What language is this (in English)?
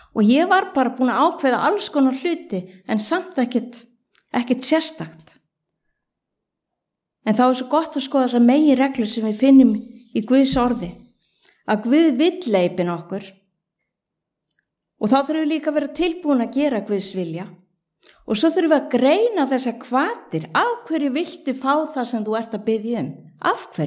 Icelandic